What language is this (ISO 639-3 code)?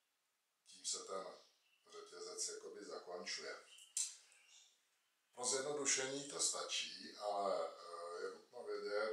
ces